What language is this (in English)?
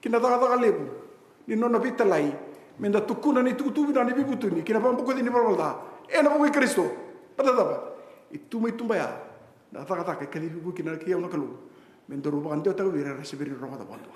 Fijian